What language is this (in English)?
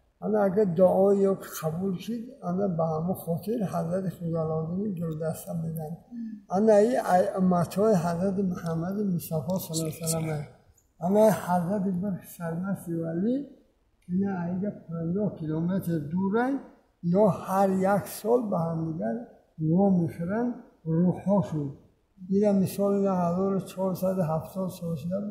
Tajik